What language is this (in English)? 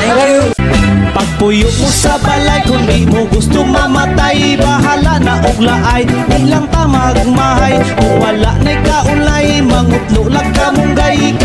Cebuano